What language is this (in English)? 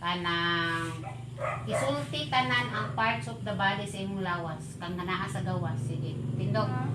Cebuano